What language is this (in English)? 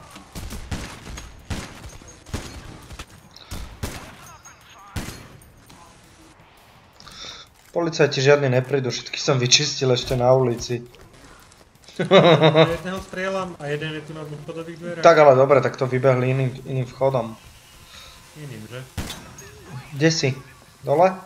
Slovak